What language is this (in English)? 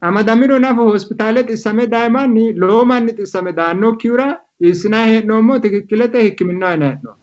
Sidamo